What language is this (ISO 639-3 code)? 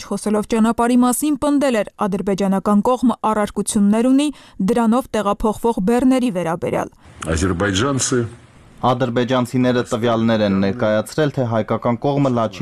hye